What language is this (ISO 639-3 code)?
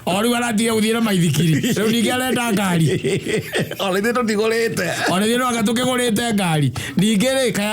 kik